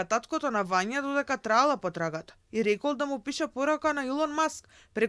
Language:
Macedonian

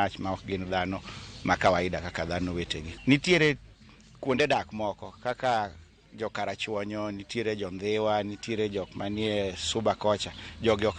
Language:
Luo (Kenya and Tanzania)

